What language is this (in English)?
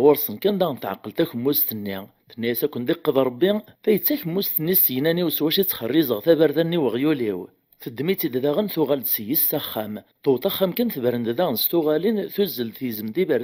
Kabyle